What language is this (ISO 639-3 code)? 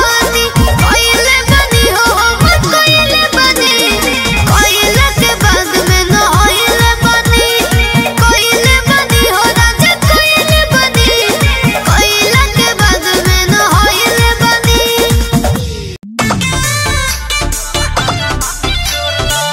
bho